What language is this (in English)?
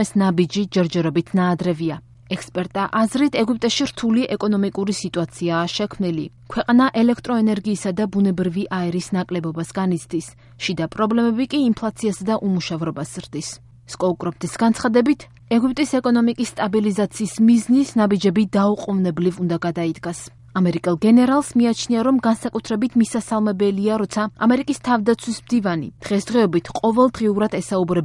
Georgian